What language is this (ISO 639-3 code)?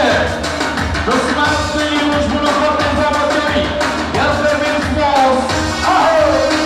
kur